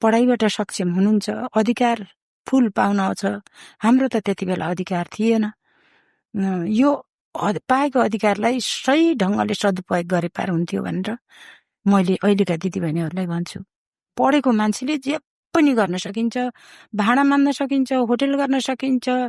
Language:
Nepali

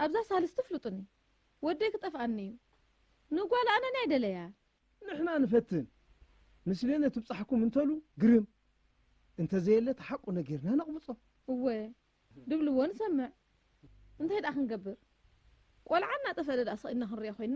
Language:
Tigrinya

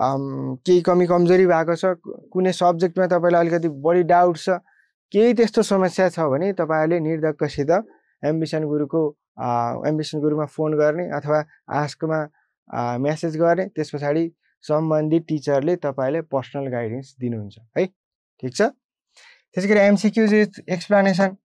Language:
Nepali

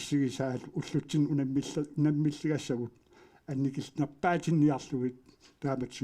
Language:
Kalaallisut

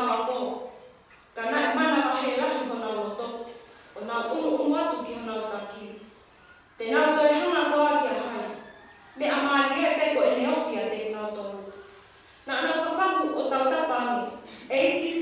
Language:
Tongan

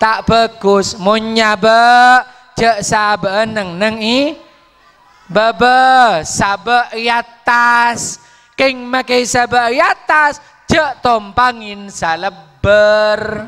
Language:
Madurese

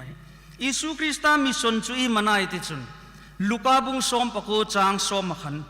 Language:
Hmar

